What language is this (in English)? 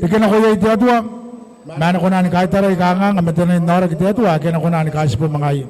Gilbertese